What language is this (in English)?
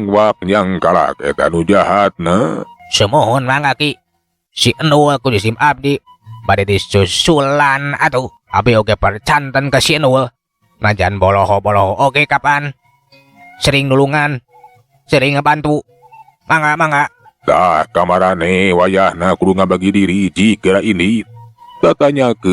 Sundanese